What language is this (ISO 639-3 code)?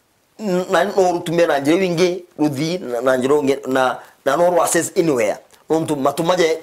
mer